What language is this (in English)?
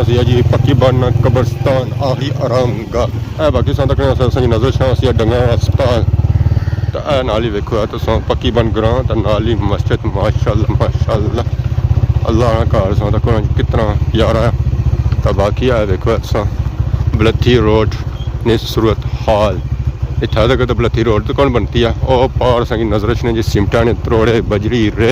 Pahari-Potwari